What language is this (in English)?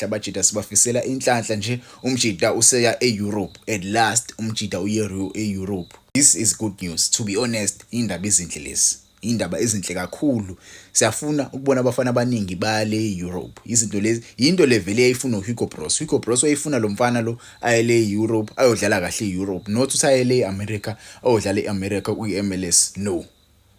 Zulu